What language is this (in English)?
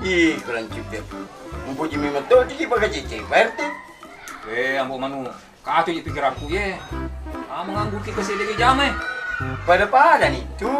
Buginese